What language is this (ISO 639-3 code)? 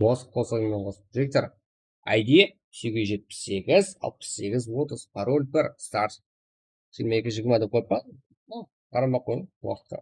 kaa